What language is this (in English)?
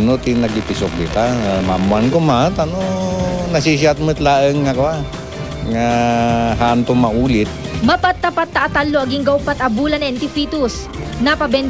Iloko